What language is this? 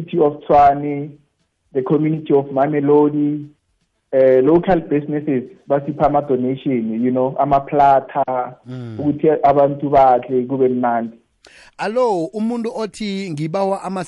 South Ndebele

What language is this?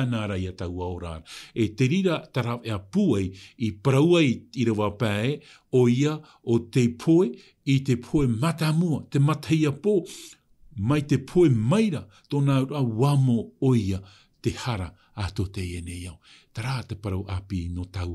Tahitian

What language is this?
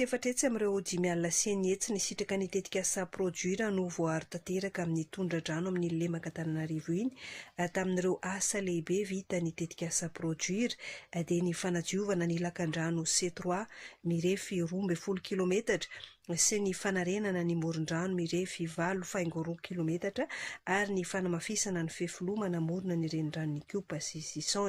Malagasy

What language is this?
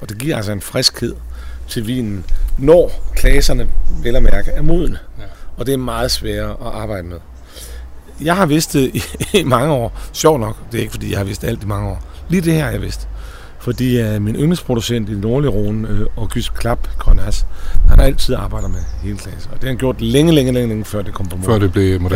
Danish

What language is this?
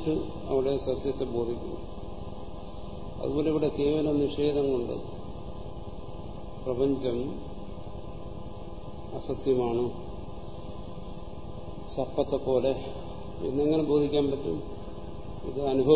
Malayalam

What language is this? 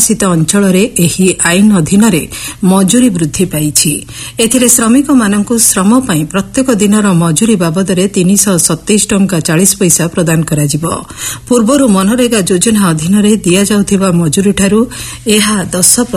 Odia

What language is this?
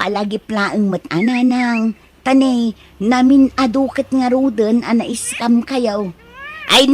Iloko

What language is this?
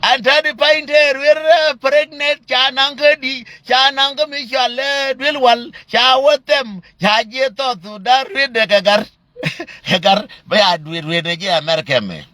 Nuer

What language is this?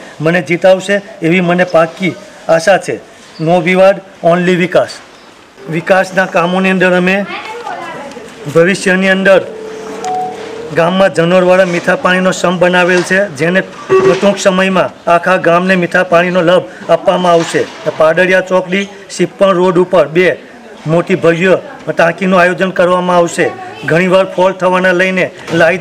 Gujarati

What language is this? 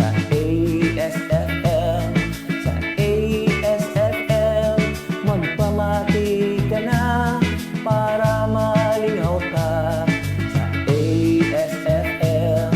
Hiligaynon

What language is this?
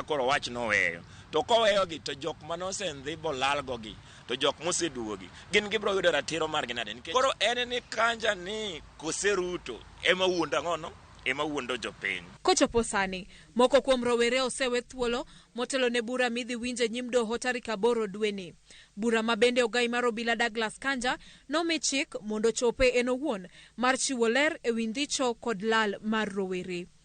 Luo (Kenya and Tanzania)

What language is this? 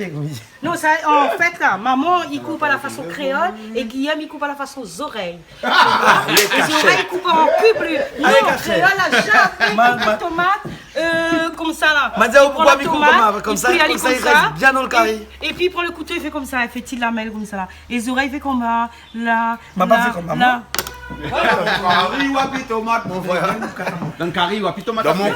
Réunion Creole French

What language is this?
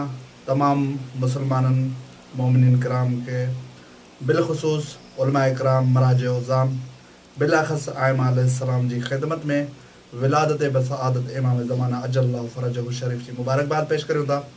Sindhi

